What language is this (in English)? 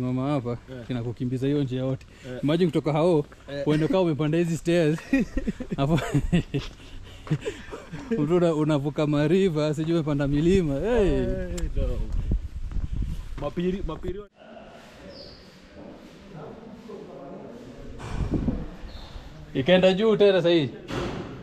Swahili